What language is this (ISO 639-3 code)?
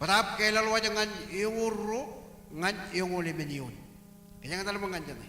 mah